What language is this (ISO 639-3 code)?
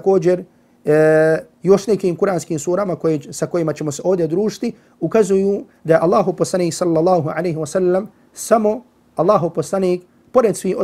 bos